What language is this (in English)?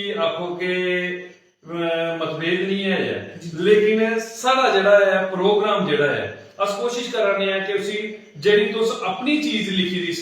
Dogri